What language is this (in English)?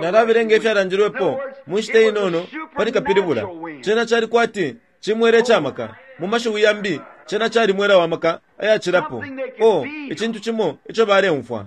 Bemba